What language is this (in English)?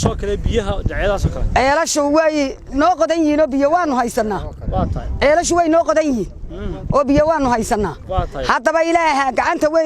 Somali